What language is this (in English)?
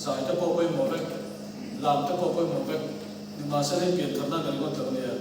Mizo